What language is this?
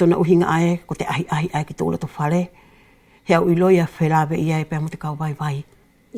Wallisian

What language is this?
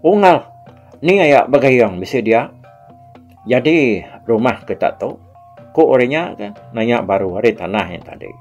Iban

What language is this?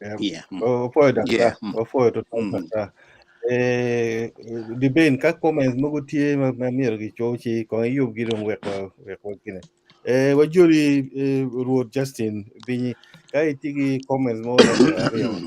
Acoli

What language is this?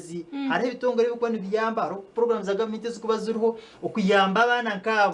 Nyankole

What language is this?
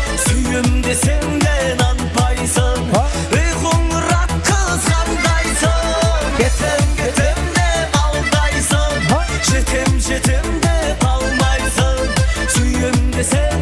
Kara-Kalpak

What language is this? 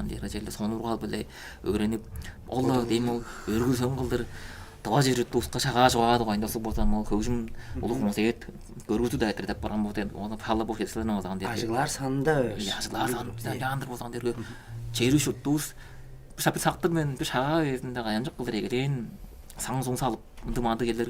Tuvinian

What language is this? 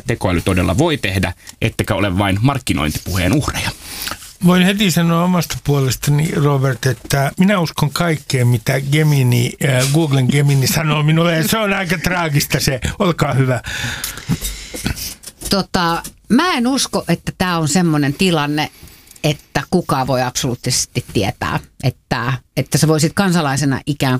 Finnish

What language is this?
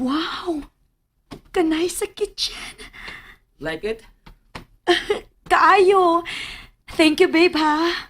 Cebuano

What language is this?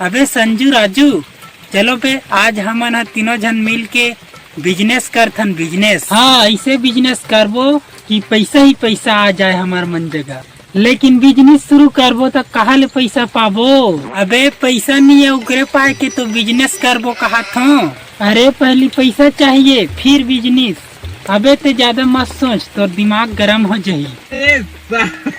Chhattisgarhi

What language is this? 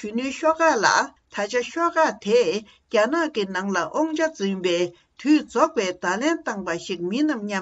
Tibetan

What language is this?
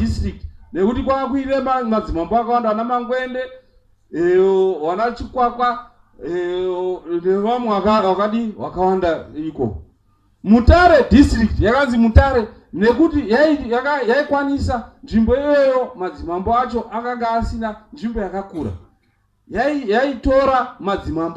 Shona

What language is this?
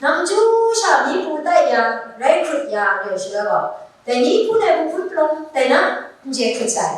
Kachin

